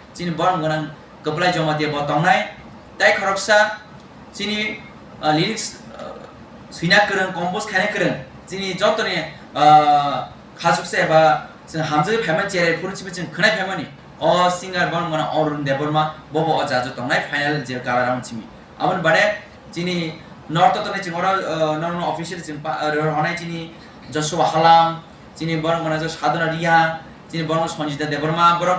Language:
Kok Borok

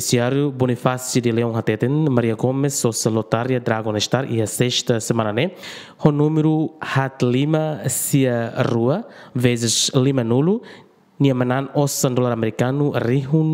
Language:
Tetum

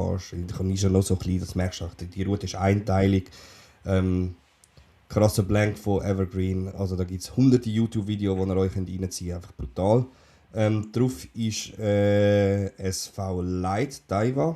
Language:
Swiss German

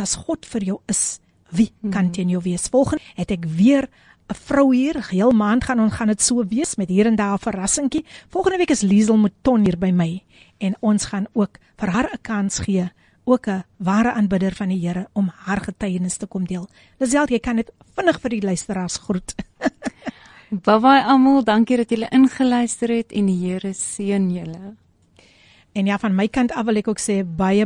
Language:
Afrikaans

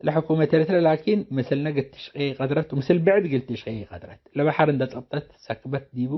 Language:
Tigre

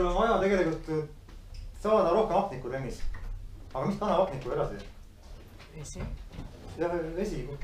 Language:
Estonian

